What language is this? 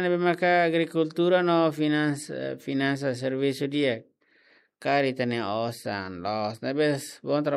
Tetum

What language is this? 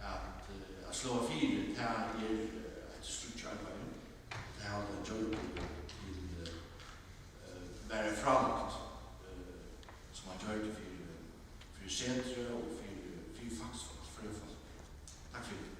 Faroese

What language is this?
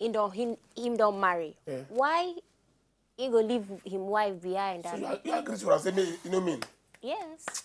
Nigerian Pidgin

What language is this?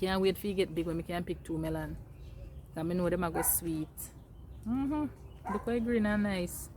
Jamaican Creole English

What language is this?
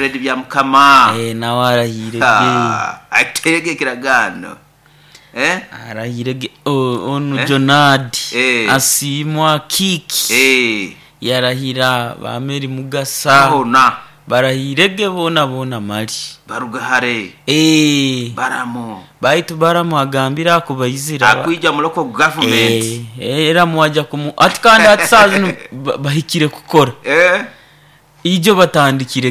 Nyoro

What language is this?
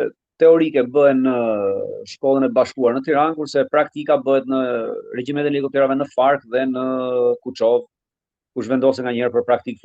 Albanian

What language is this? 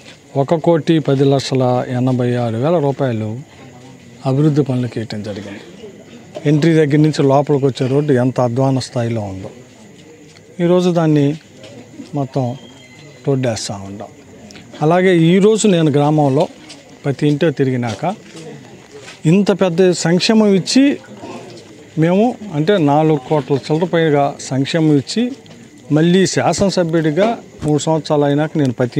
Telugu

